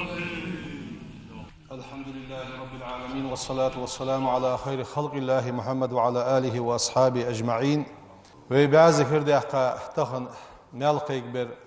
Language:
Ingush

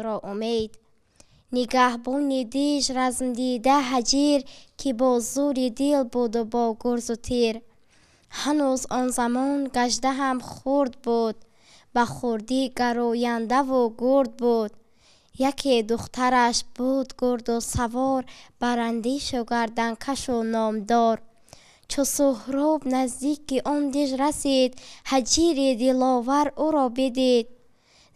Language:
Tajik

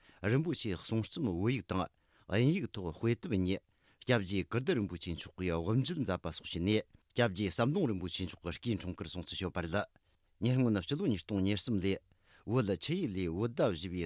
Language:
Tibetan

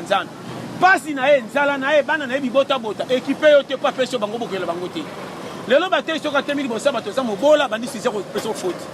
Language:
Lingala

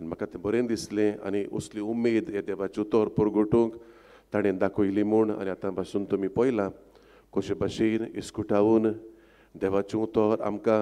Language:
Konkani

